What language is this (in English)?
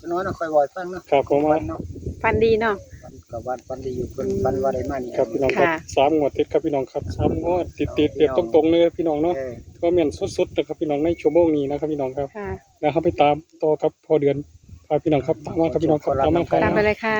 Northeastern Thai